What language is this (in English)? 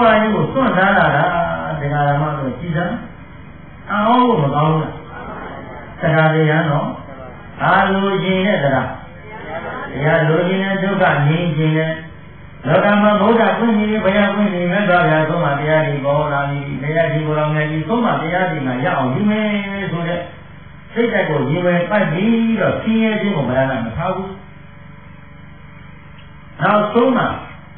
Burmese